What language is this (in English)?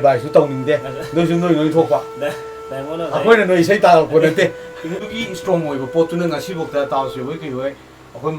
Manipuri